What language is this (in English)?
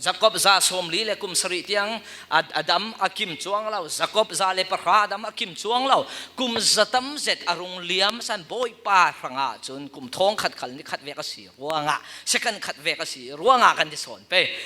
Falam Chin